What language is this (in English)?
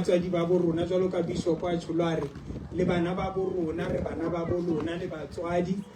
Southern Sotho